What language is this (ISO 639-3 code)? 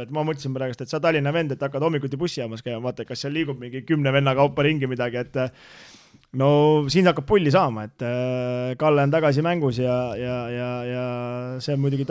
est